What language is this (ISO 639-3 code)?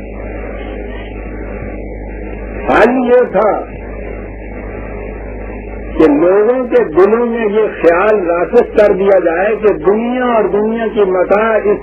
urd